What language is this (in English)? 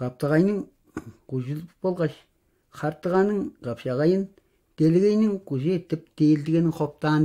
Tuvinian